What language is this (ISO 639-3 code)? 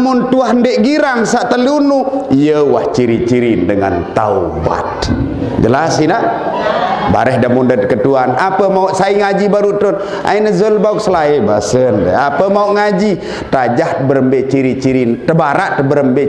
sas